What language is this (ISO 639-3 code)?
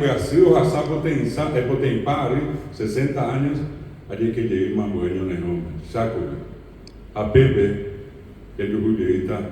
grn